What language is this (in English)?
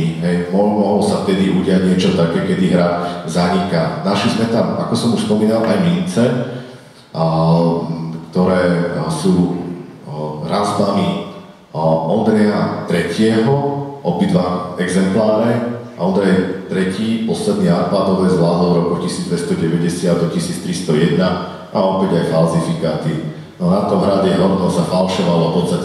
Slovak